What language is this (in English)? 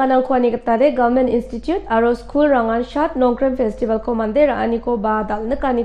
Garo